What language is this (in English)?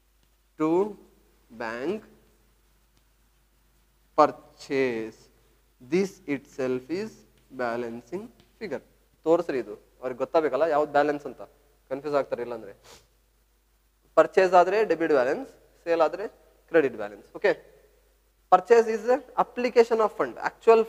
Kannada